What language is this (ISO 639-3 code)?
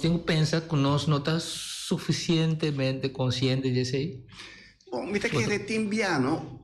pap